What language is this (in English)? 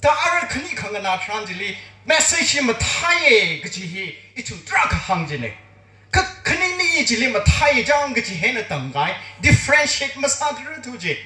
Tangkhul Naga (India)